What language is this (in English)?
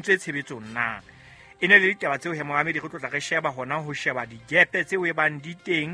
Southern Sotho